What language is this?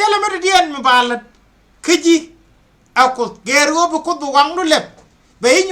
Nuer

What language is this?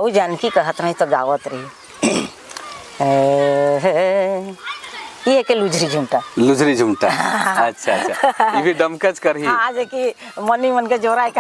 Sadri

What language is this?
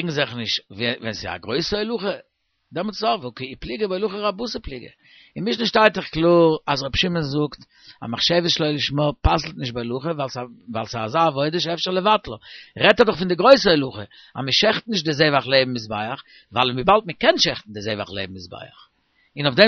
Yiddish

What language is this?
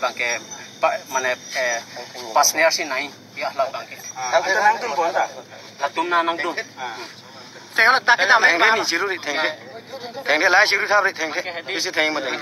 Karbi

